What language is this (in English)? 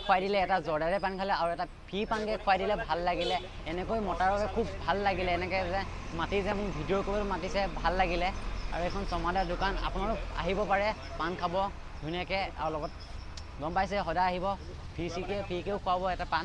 Assamese